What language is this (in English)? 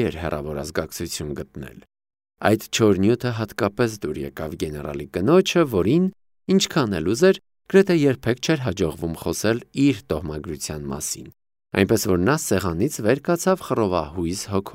Armenian